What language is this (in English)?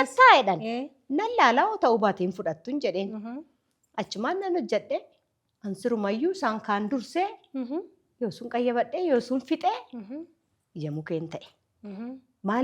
Oromo